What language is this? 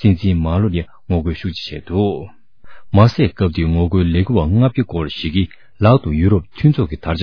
Tibetan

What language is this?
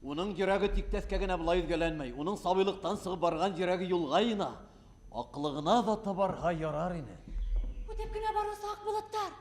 Bashkir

